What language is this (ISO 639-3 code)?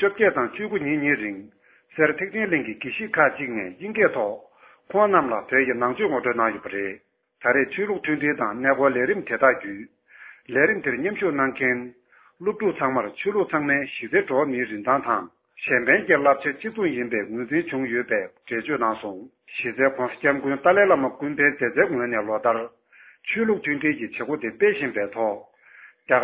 bod